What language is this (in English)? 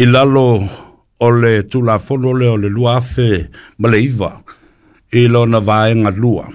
Samoan